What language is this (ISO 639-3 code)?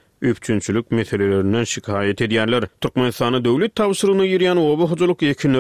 tuk